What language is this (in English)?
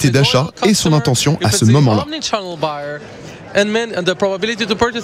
French